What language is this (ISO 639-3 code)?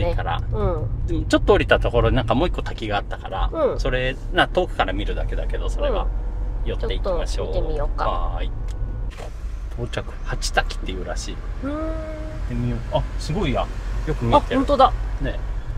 jpn